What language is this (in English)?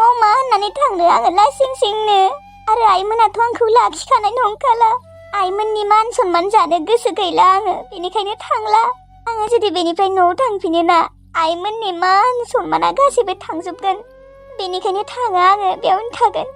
Bodo